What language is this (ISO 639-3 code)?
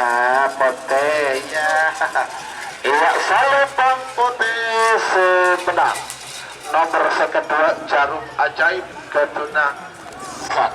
mad